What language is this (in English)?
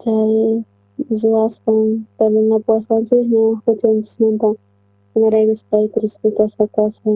South Bolivian Quechua